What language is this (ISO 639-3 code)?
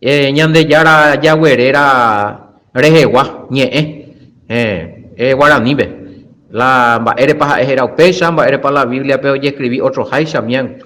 grn